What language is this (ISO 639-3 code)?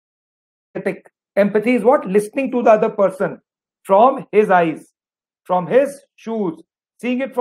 eng